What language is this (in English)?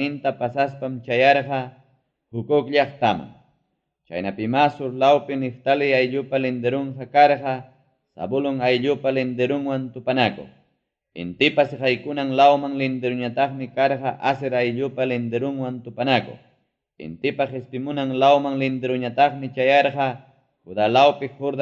Ayacucho Quechua